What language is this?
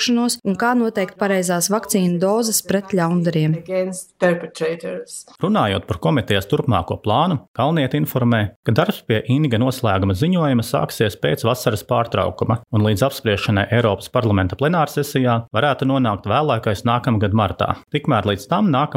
Latvian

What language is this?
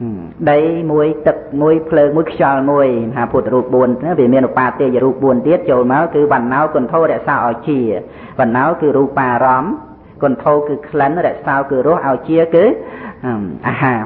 Khmer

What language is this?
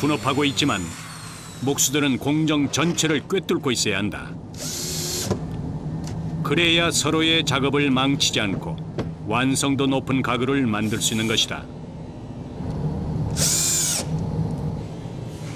Korean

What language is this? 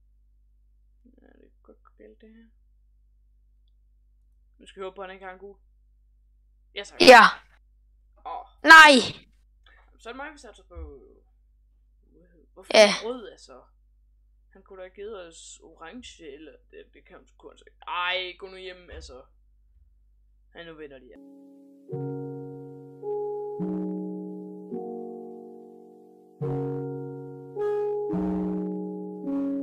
Danish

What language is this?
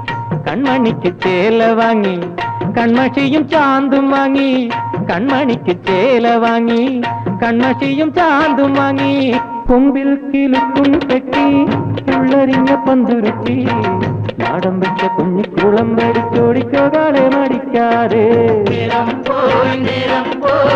Malayalam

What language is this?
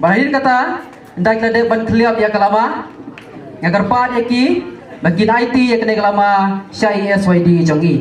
Khasi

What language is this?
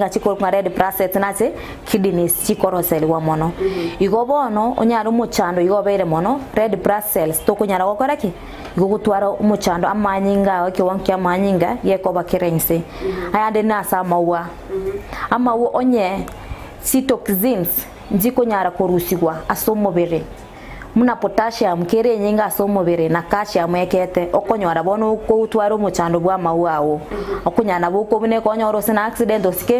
Gusii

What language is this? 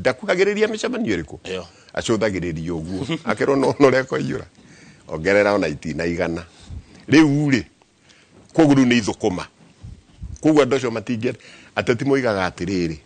Kikuyu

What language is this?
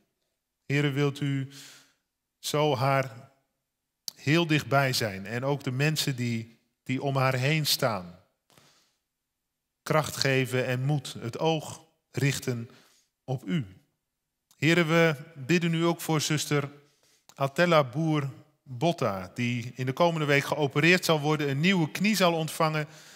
Dutch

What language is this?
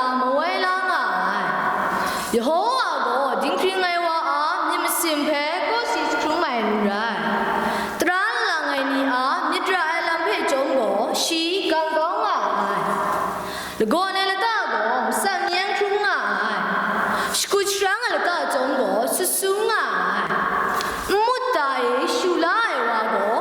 Kachin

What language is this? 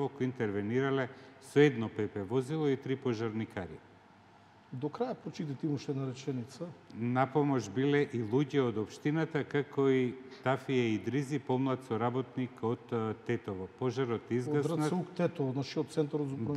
Macedonian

